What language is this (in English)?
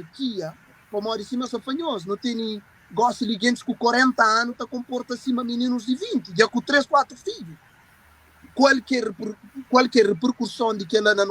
Kabuverdianu